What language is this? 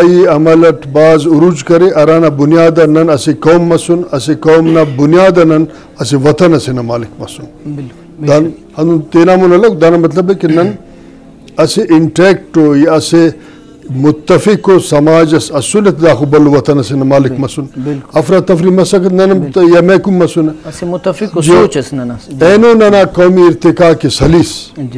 Brahui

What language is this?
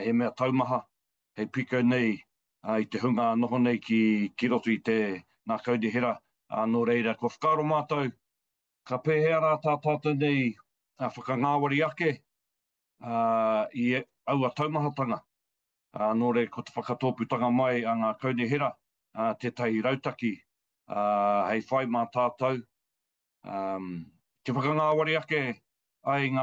Māori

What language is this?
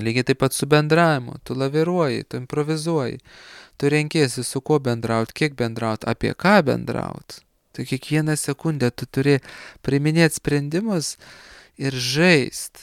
Lithuanian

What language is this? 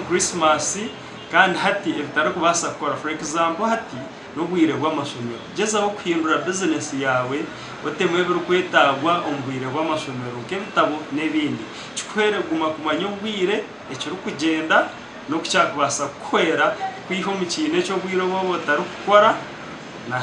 Nyankole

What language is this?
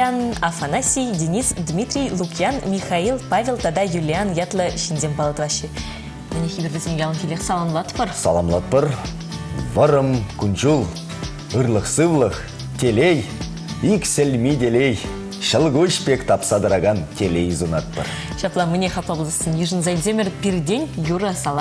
Chuvash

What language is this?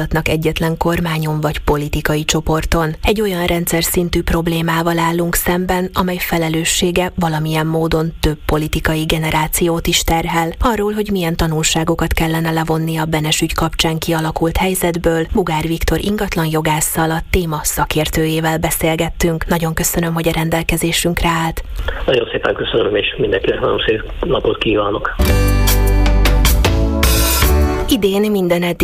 Hungarian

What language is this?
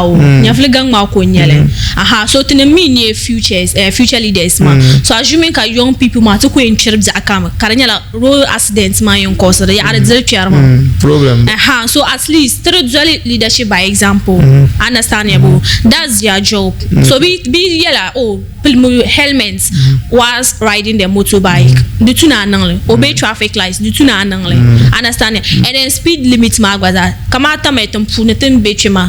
Dagbani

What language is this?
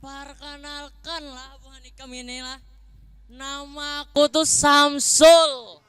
Banjar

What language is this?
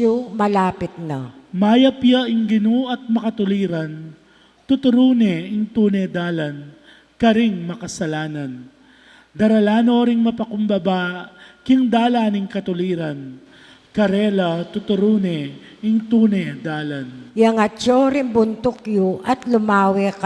Pampanga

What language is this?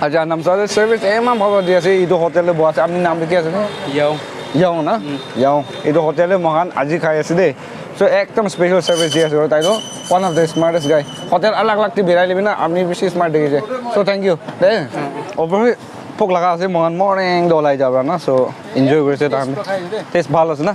Naga Pidgin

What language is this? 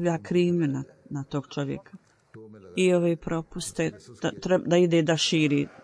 Bosnian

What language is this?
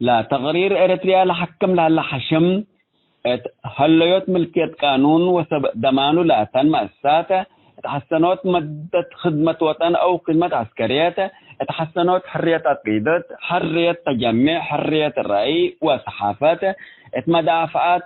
Tigre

